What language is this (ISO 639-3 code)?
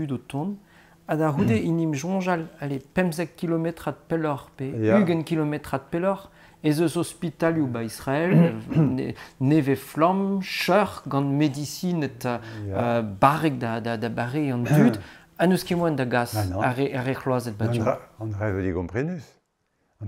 bre